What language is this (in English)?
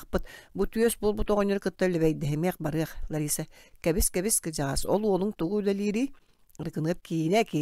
Yakut